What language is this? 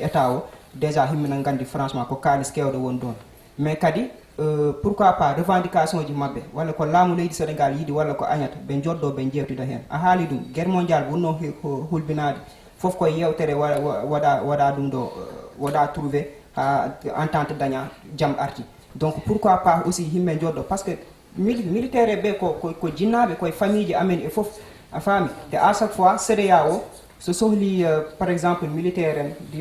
Fula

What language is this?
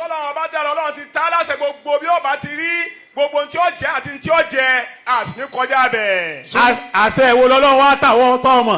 Yoruba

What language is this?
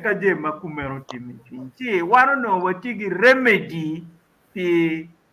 Acoli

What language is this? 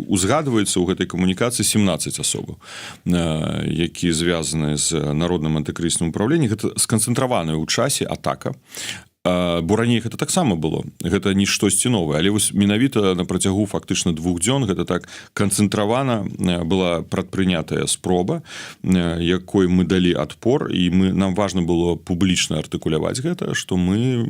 Belarusian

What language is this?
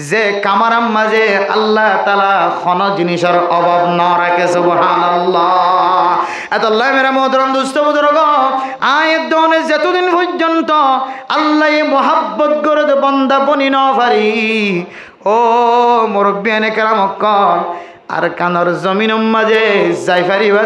Rohingya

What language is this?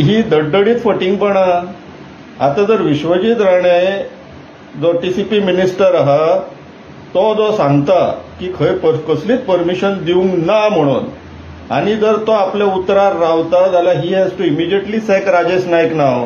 Konkani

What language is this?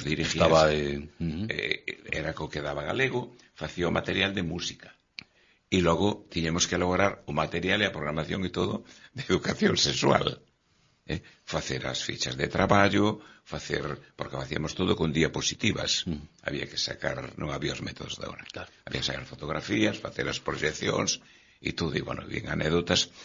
Galician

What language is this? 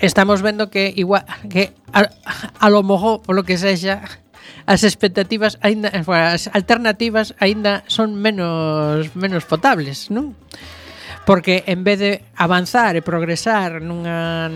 Galician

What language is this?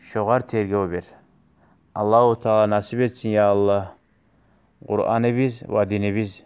Kumyk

